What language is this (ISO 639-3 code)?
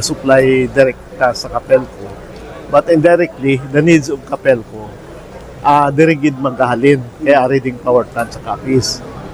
hil